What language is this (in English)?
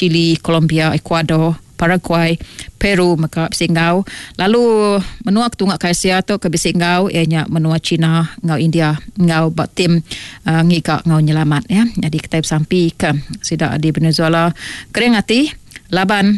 Iban